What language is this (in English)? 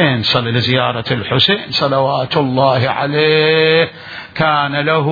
Mesopotamian Arabic